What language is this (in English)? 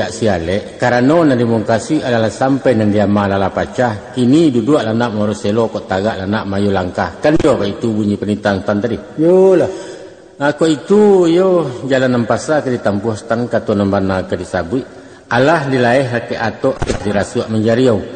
Minangkabau